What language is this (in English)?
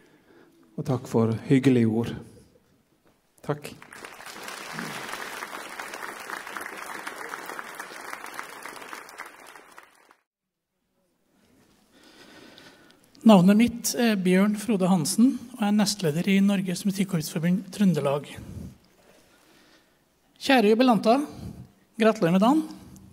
Norwegian